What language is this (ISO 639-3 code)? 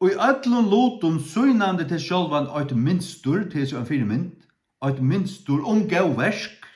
fao